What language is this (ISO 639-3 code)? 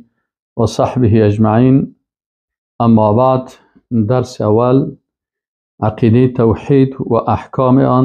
fas